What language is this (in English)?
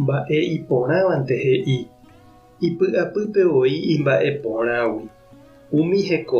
Guarani